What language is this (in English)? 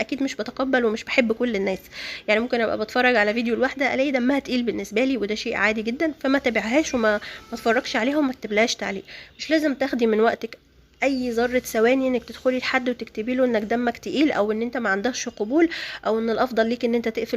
Egyptian Arabic